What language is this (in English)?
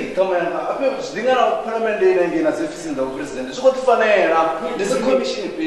Venda